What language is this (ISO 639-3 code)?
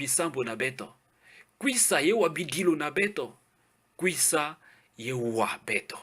ktu